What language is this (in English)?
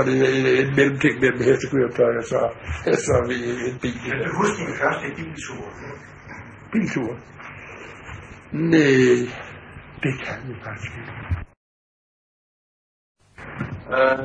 Danish